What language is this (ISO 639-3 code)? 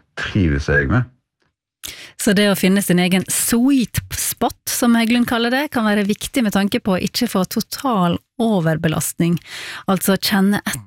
nor